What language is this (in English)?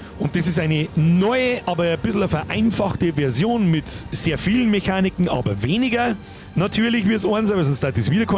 Bavarian